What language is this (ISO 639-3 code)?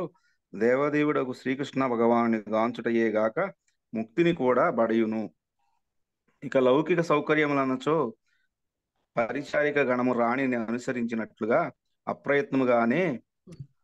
tel